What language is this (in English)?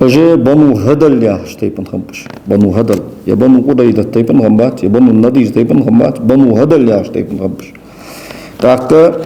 Ingush